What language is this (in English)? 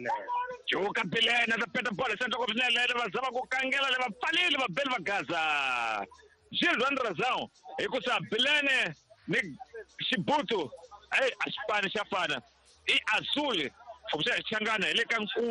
Tsonga